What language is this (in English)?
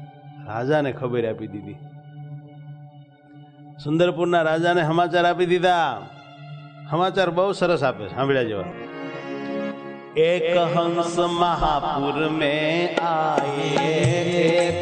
Gujarati